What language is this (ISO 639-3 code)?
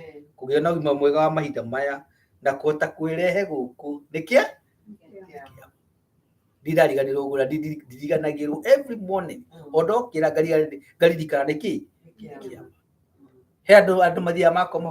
kik